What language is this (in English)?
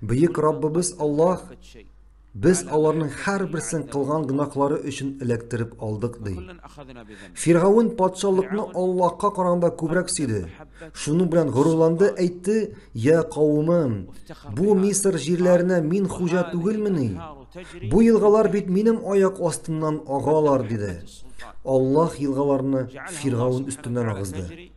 Tatar